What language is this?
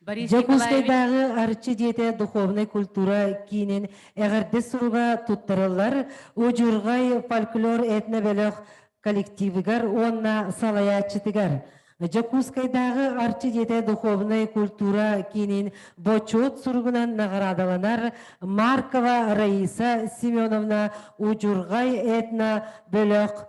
Yakut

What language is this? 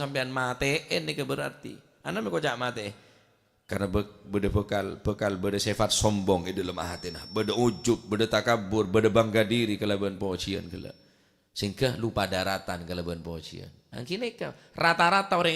Madurese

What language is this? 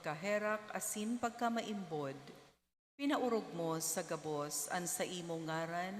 Bikol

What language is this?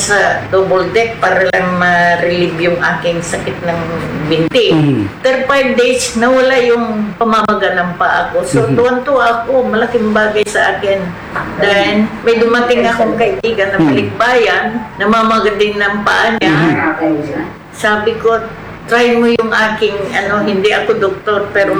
Filipino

